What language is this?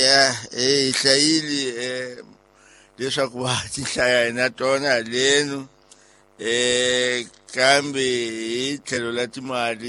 Tsonga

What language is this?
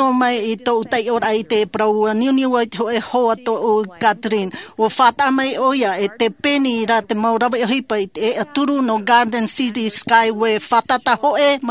Tahitian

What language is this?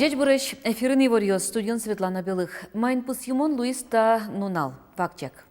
Udmurt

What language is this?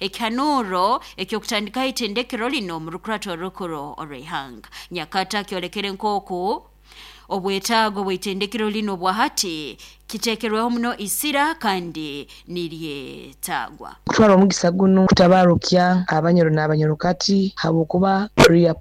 Nyoro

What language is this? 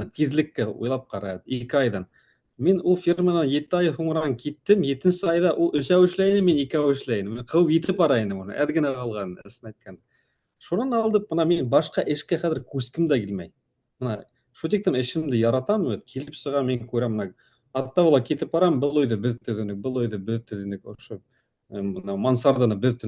Bashkir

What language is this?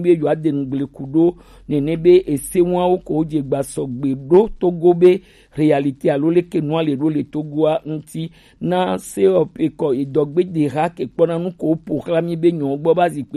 Gen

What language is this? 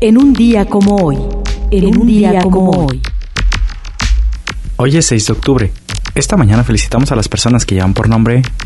Spanish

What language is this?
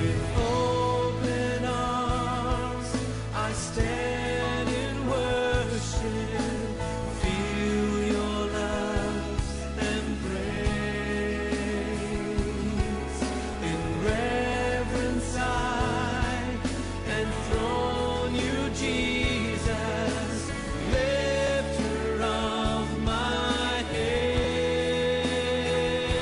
English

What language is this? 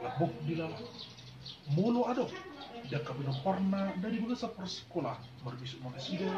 Batak Toba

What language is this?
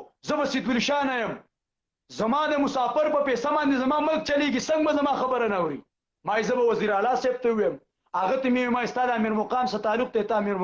Pashto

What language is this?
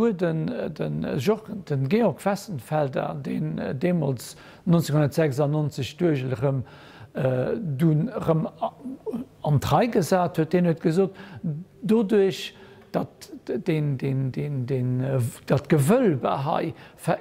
Luxembourgish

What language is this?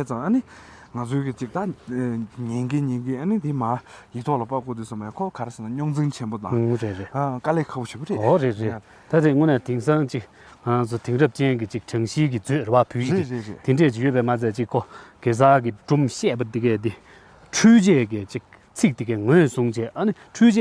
Tibetan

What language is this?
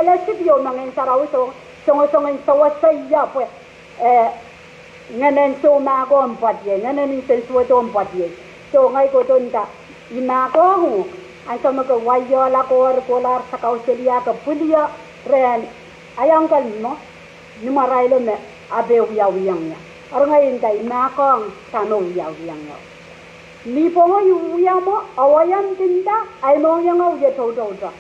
Pohnpeian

